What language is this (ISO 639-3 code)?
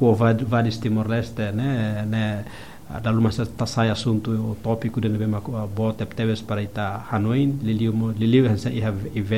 tet